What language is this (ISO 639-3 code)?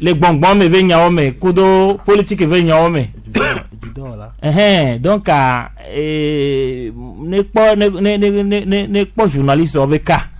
gej